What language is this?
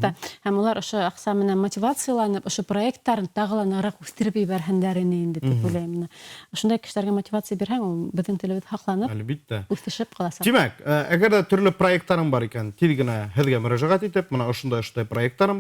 Bashkir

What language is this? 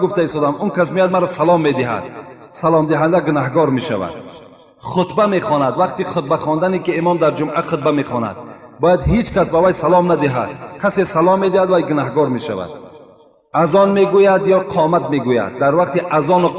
Tajik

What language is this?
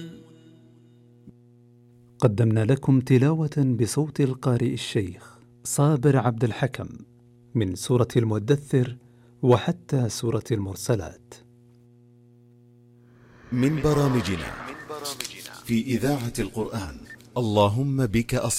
Arabic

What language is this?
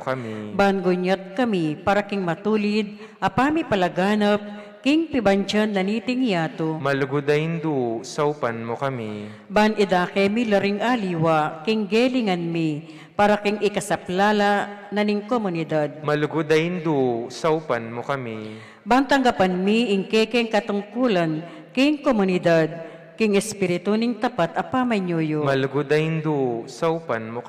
Pampanga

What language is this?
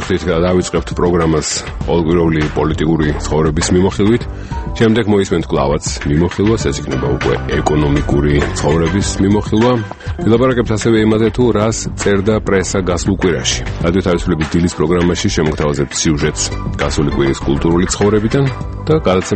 Georgian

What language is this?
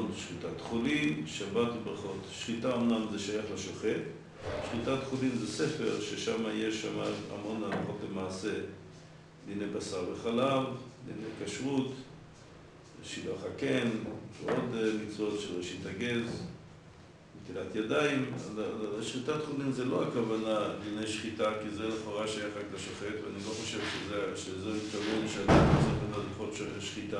Hebrew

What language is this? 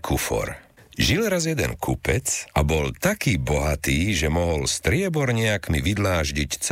Slovak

